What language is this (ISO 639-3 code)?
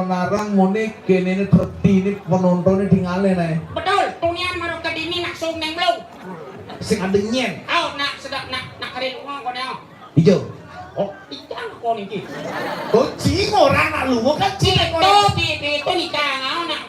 ban